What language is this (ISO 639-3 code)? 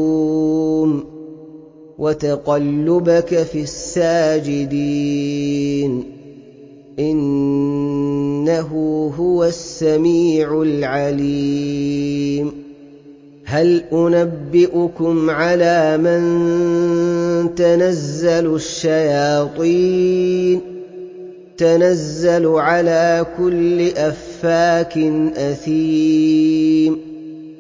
ara